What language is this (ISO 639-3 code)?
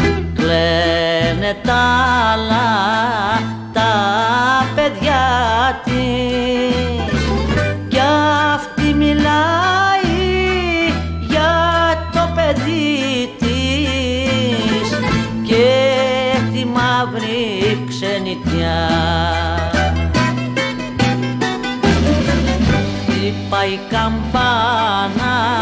ell